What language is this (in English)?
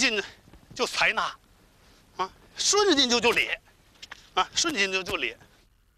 Chinese